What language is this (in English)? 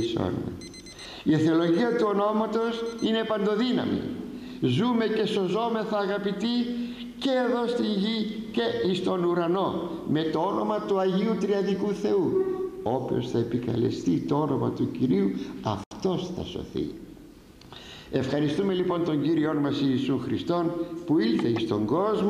Greek